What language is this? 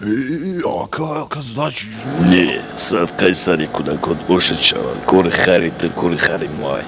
Tajik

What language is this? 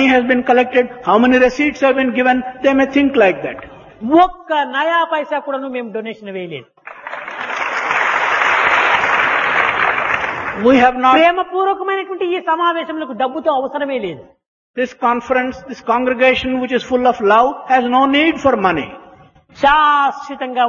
Telugu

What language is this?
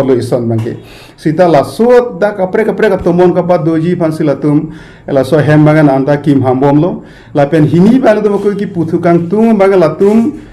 Karbi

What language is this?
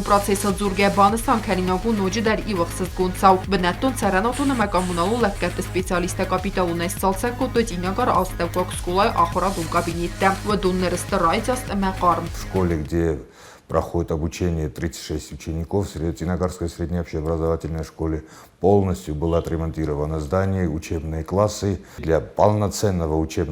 Ossetic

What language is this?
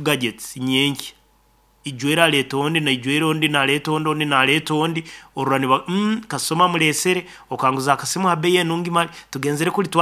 Nyoro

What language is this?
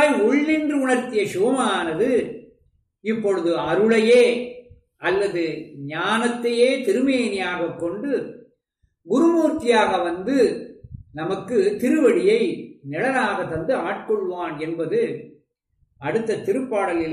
Tamil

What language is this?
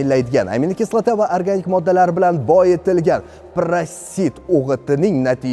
Uzbek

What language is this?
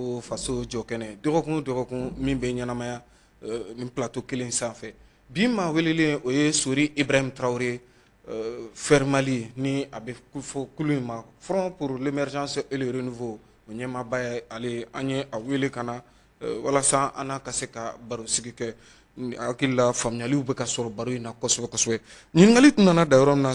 Bambara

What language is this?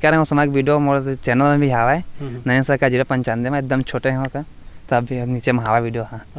Chhattisgarhi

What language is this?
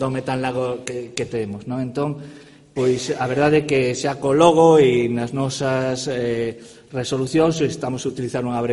Galician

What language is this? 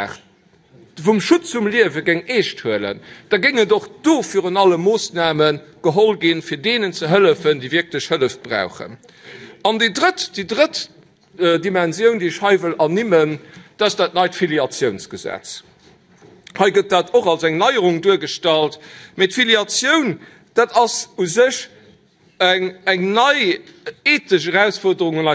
Luxembourgish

